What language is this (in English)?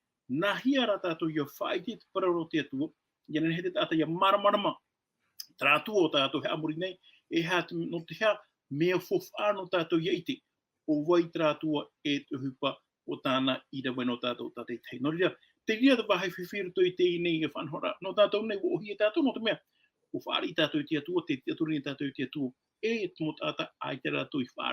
Tahitian